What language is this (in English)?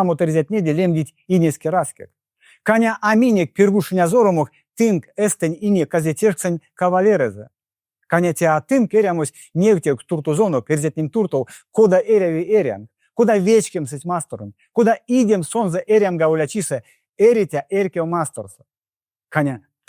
Erzya